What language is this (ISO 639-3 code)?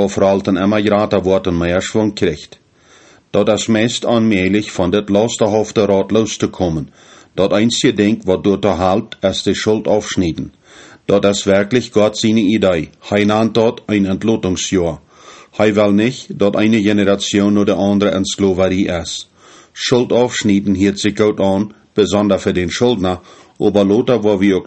pdt